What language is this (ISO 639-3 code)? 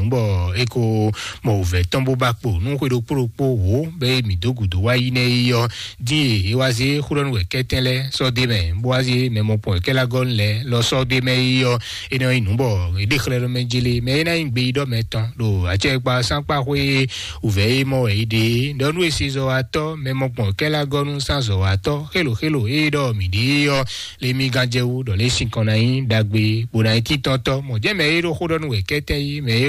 fon